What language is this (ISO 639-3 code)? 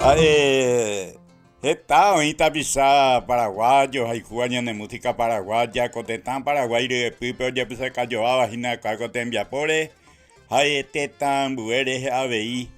grn